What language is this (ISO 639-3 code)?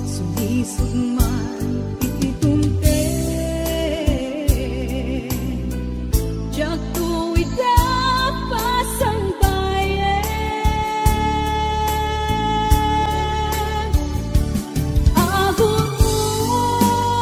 ilo